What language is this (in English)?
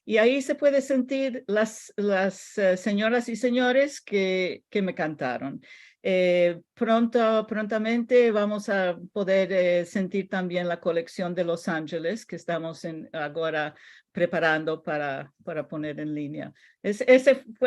Ladino